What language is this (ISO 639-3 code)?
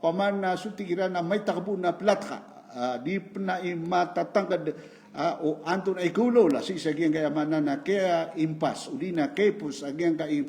mrw